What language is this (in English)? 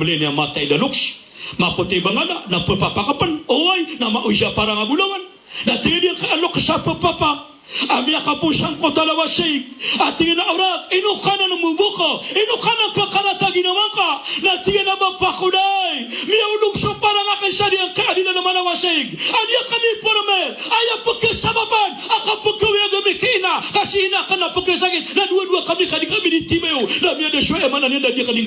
Maranao